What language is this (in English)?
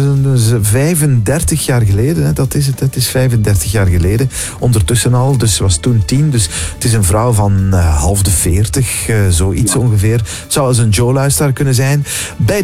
Dutch